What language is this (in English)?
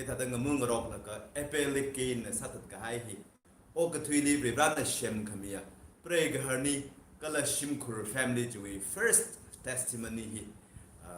Tangkhul Naga (India)